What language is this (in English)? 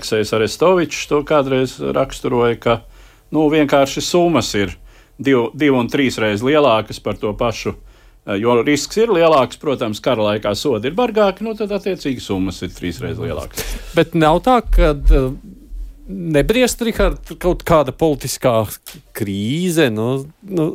Latvian